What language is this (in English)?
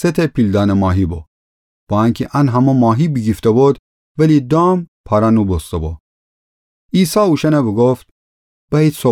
Gilaki